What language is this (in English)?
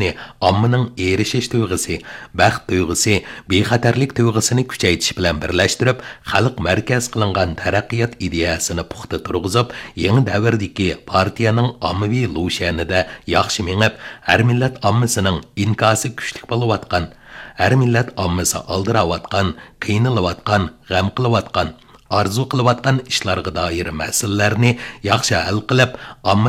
Uyghur